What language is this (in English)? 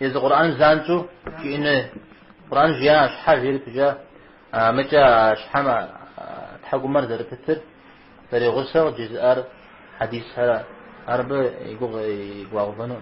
Kabardian